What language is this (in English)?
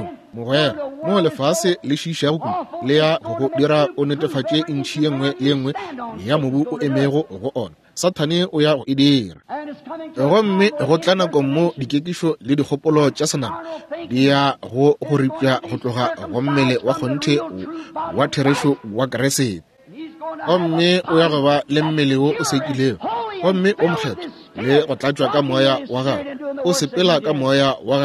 Northern Sotho